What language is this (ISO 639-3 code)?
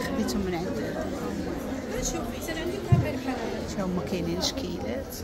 ary